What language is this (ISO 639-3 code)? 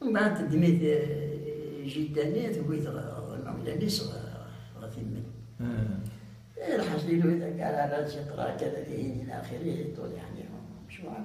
kab